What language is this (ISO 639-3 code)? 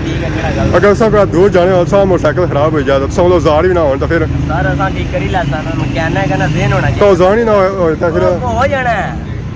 phr